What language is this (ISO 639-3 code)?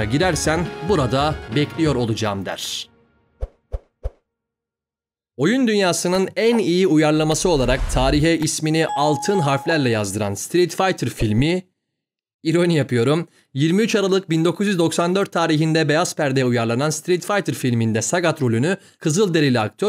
tur